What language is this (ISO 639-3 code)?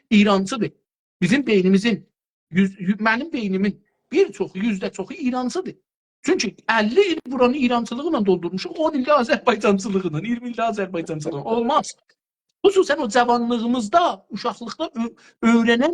azb